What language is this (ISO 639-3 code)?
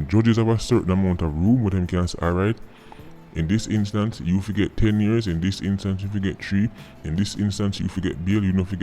jam